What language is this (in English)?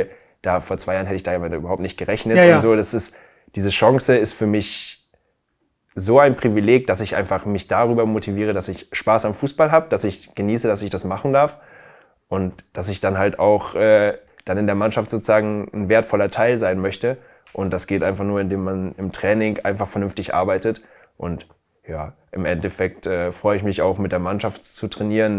German